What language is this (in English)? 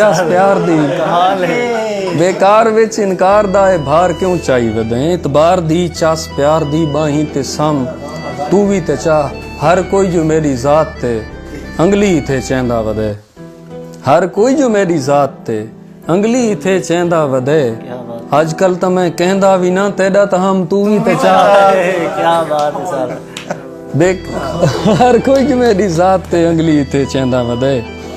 Saraiki